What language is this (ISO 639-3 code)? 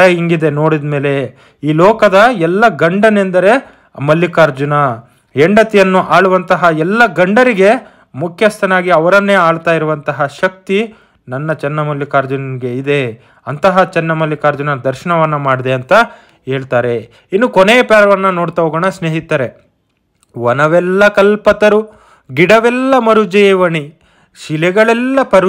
kan